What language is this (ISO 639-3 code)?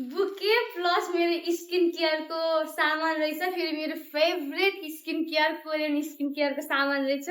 nep